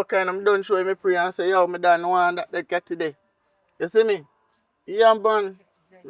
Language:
Jamaican Creole English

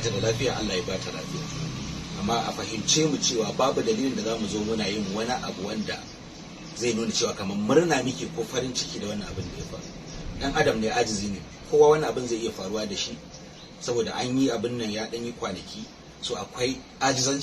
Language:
Hausa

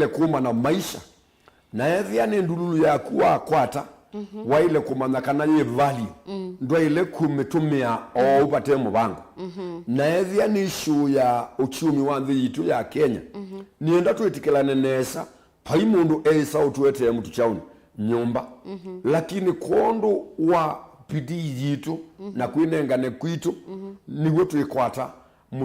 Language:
Kamba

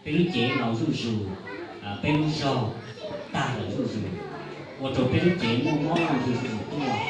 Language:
Hmong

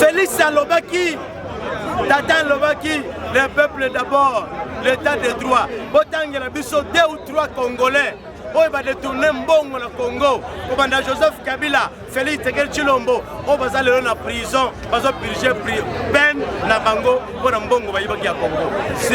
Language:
Lingala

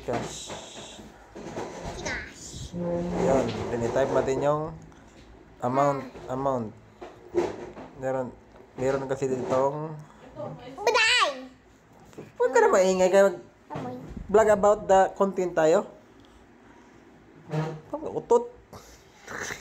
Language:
Filipino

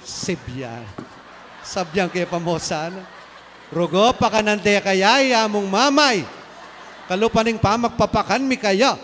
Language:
Pampanga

